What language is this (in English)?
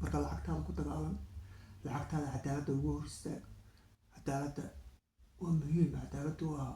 Somali